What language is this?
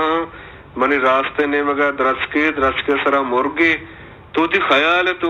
Baluchi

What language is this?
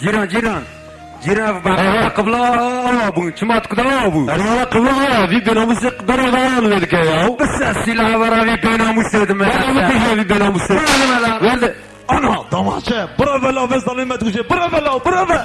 Kurdish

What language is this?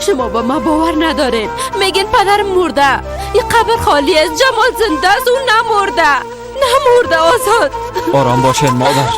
Persian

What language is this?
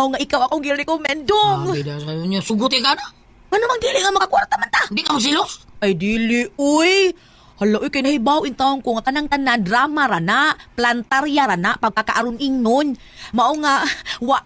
Cebuano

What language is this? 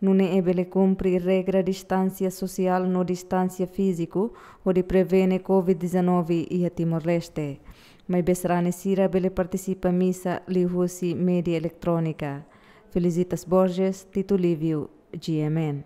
Tetum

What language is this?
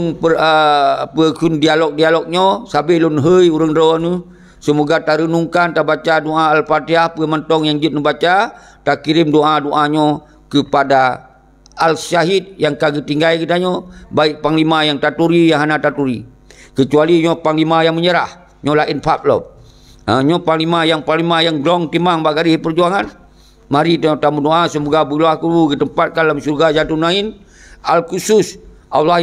Achinese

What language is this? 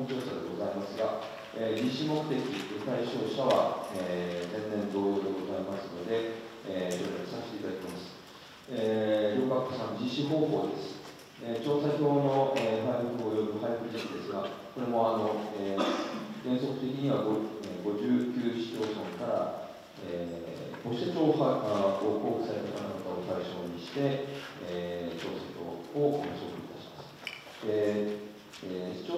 Japanese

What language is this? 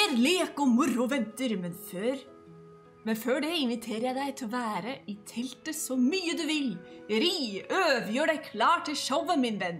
Norwegian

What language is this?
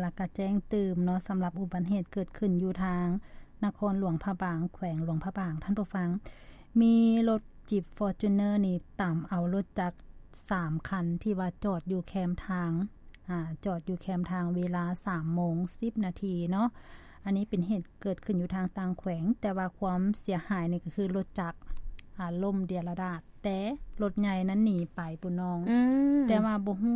Lao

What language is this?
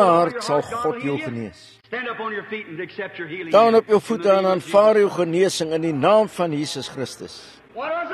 Afrikaans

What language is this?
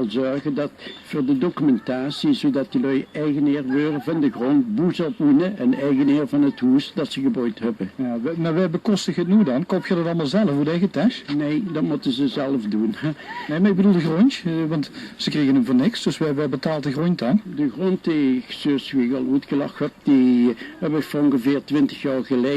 Limburgish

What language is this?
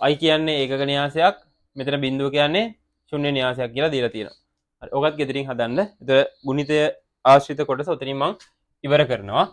Sinhala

